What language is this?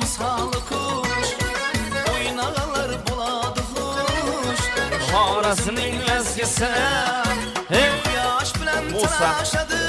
Kara-Kalpak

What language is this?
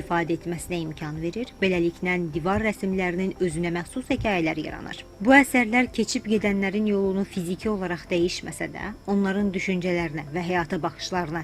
Azerbaijani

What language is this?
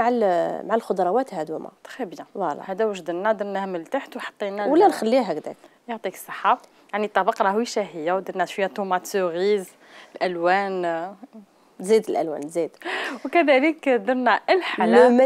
Algerian Arabic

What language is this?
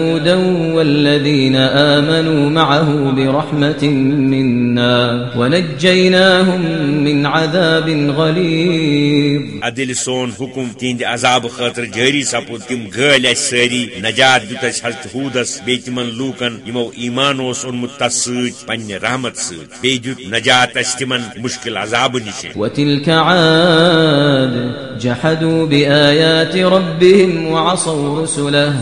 Kashmiri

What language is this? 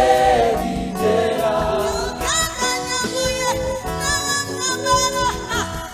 Kinyarwanda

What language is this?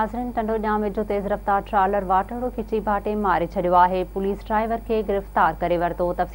Sindhi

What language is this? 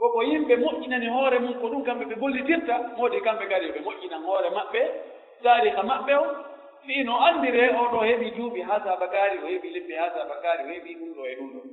Pular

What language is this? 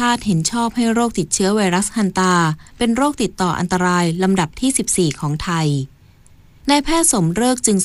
Thai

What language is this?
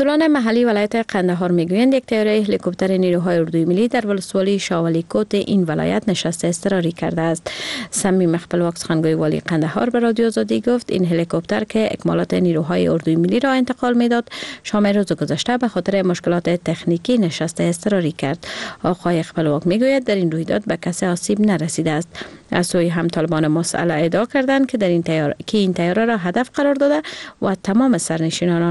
Persian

